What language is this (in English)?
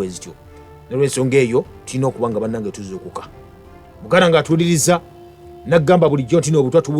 Ganda